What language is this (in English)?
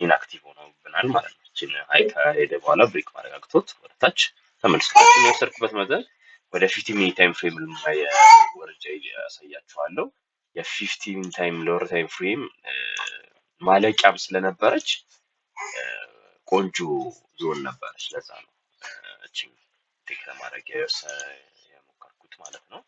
Amharic